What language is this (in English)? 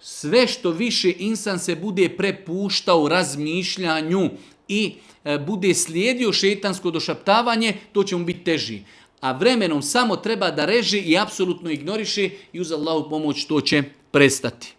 Serbian